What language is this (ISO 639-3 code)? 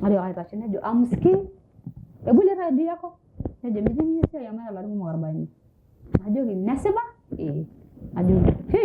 mas